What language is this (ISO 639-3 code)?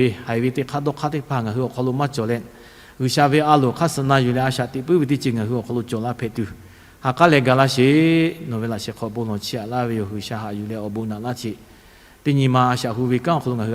lhu